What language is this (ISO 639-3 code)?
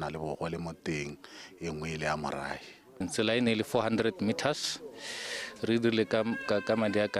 tsn